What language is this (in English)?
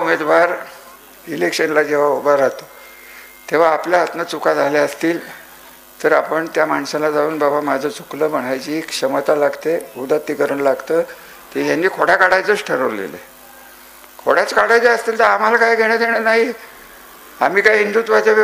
Marathi